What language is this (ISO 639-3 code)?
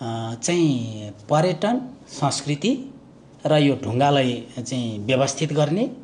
nep